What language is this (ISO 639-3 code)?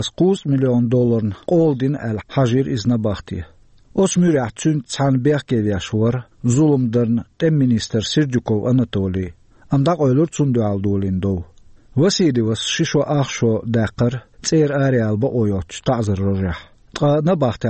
che